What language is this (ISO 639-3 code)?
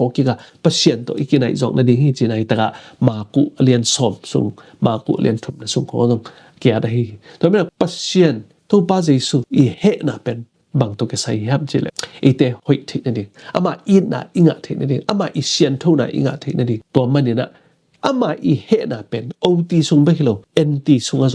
ctd